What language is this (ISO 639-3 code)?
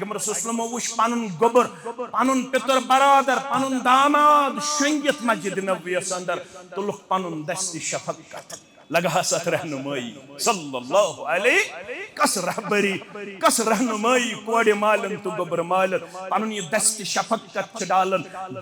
kas